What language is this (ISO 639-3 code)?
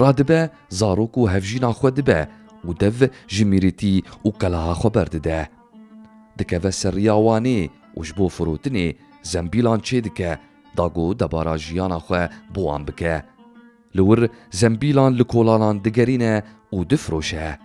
kur